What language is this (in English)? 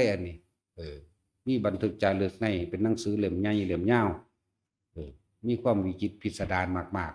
Northeastern Thai